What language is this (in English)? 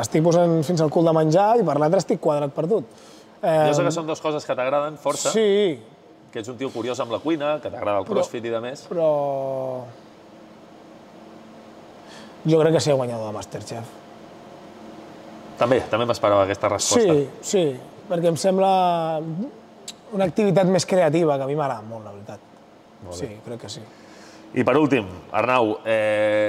Catalan